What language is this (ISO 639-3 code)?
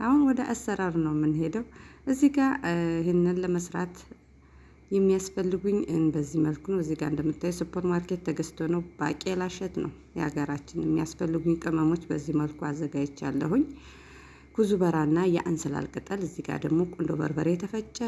amh